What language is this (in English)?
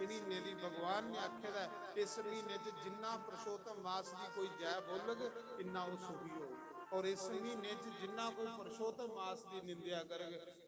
Dogri